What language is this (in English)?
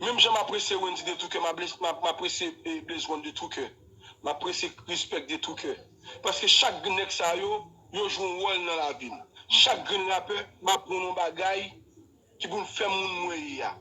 Haitian Creole